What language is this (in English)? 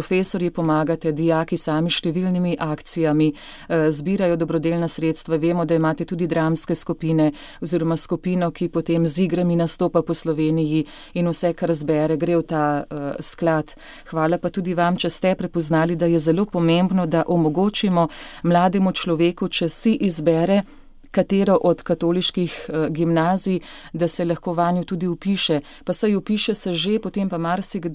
Slovenian